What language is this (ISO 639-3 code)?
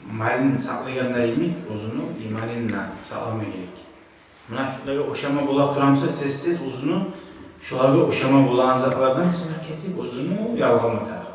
kum